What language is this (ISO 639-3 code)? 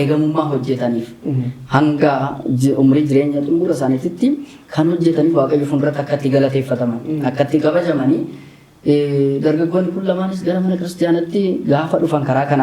orm